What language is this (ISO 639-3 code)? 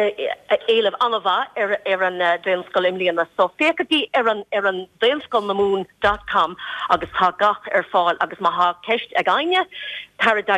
gle